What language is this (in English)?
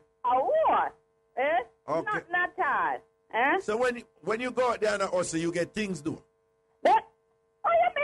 Jamaican Creole English